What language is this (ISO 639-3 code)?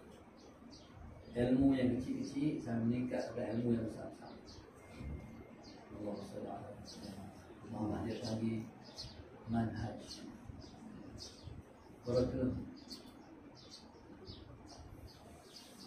msa